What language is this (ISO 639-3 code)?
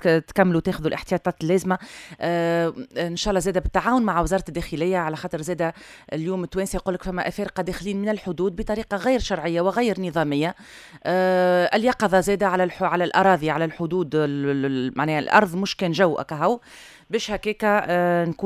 aeb